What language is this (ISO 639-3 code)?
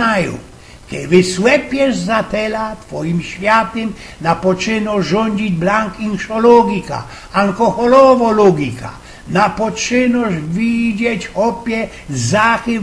szl